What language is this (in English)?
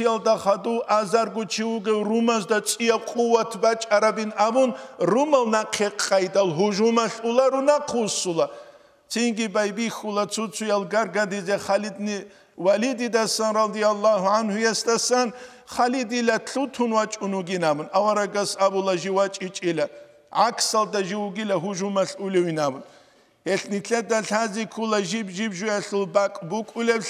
Avaric